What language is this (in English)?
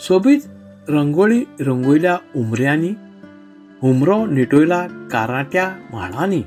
Konkani